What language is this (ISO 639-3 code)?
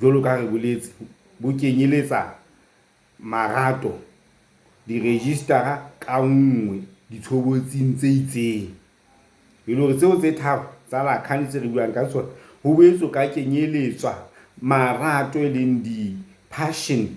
sot